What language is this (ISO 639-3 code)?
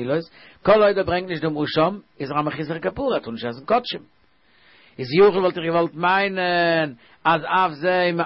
yid